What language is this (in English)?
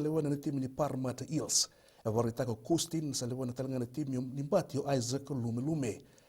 Fijian